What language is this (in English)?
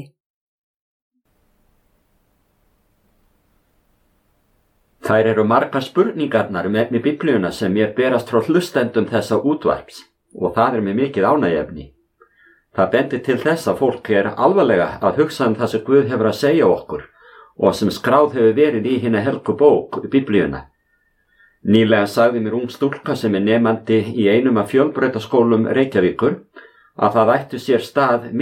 Icelandic